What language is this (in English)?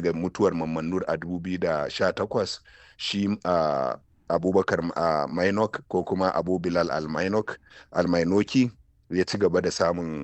Hausa